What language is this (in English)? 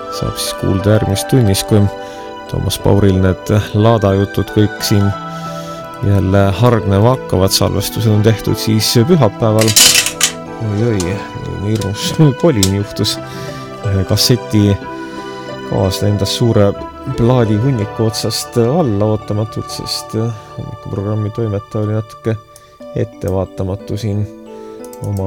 Estonian